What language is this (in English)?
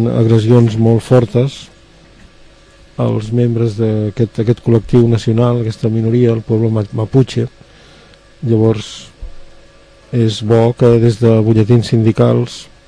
Catalan